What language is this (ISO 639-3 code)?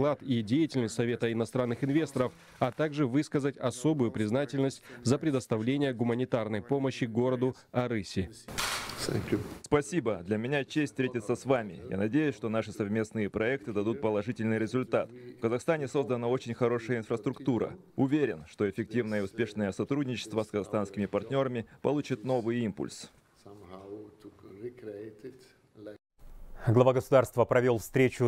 rus